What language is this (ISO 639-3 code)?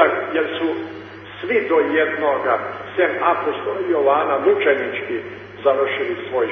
srp